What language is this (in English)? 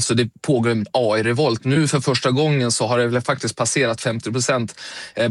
Swedish